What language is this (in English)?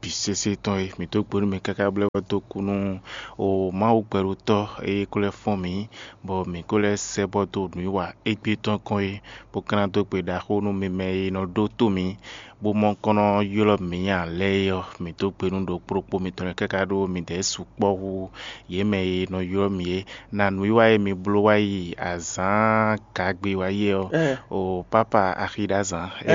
Fon